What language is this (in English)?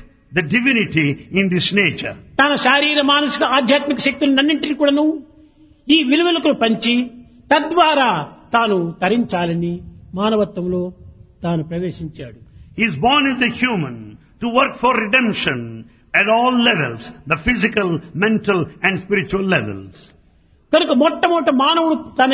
Telugu